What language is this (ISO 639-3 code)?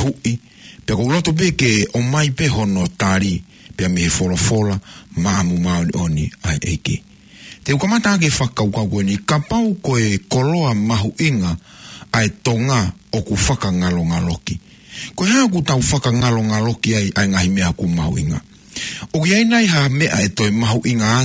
ton